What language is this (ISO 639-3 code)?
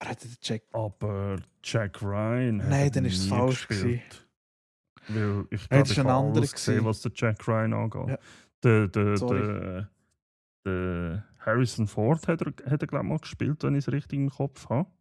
gsw